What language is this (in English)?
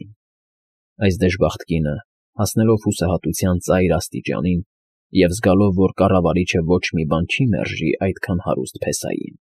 Armenian